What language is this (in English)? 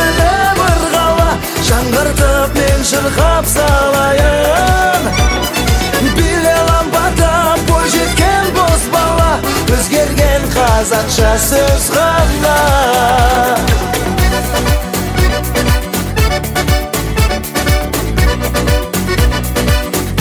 Kazakh